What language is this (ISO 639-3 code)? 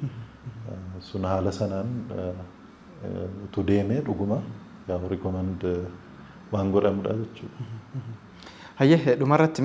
orm